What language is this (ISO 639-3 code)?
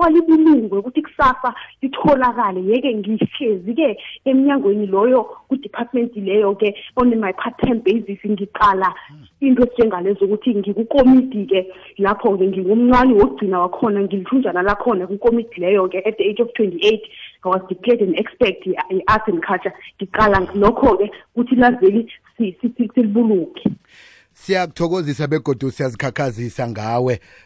nbl